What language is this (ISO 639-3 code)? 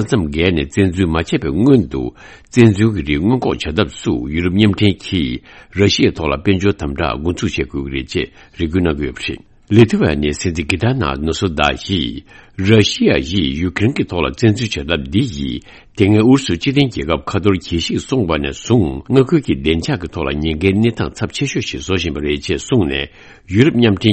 bod